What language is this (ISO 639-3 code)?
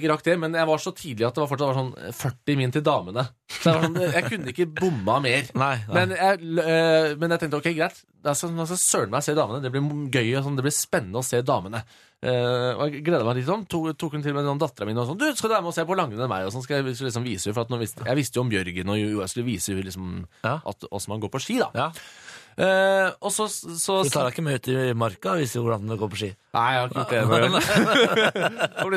nor